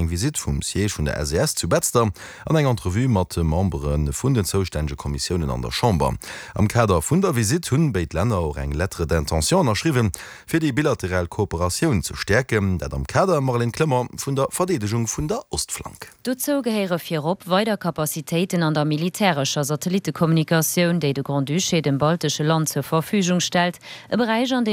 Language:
Luxembourgish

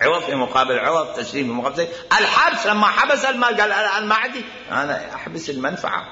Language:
Mesopotamian Arabic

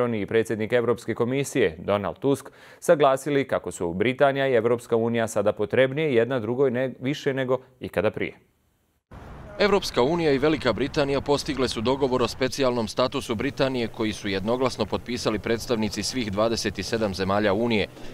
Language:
Bosnian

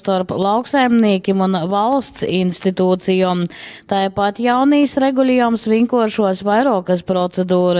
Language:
Latgalian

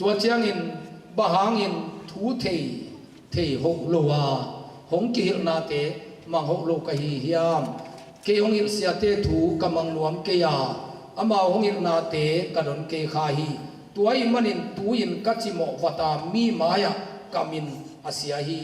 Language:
Tedim Chin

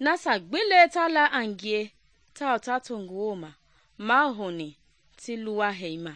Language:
Mende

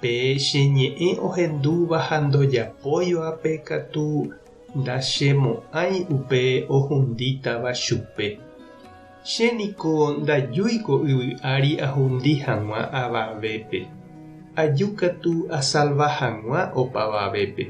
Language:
Guarani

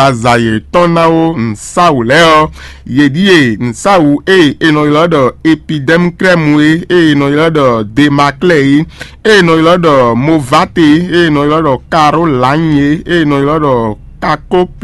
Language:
Fon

